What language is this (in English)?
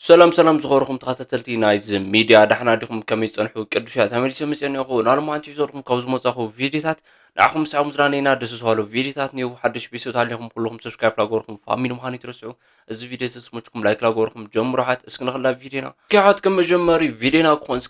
Tigrinya